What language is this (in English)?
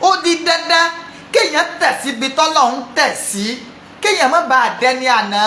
Yoruba